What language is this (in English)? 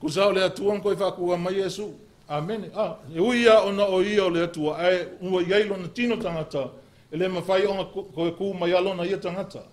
Samoan